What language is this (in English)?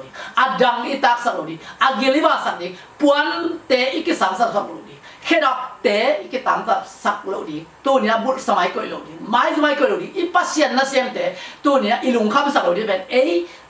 Tedim Chin